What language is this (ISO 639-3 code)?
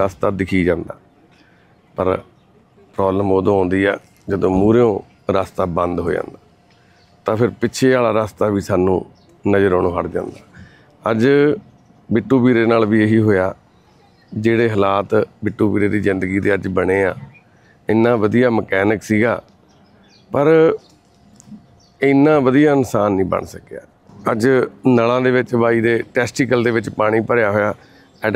pan